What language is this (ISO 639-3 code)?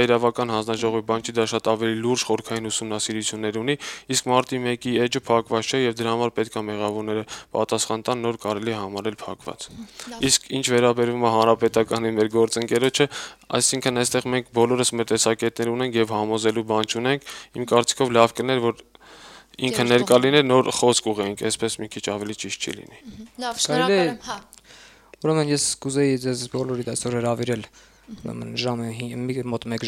hye